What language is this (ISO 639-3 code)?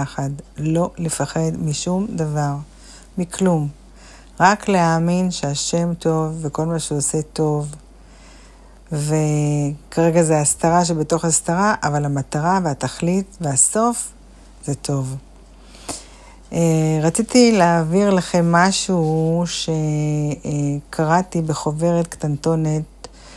heb